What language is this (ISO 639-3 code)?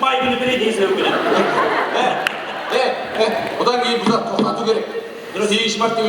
kaa